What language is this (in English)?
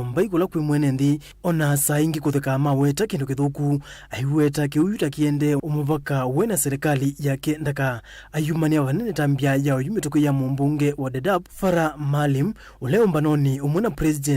Kamba